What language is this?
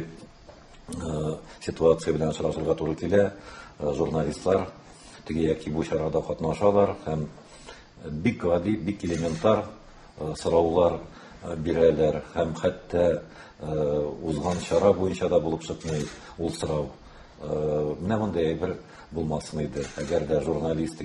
Tatar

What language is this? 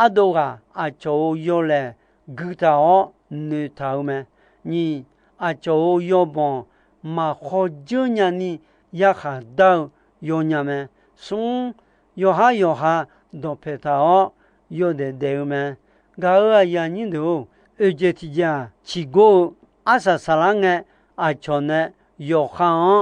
Akha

